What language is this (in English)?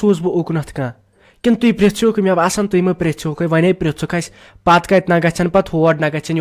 Kashmiri